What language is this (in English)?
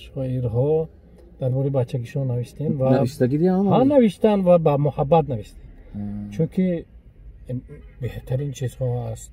Tajik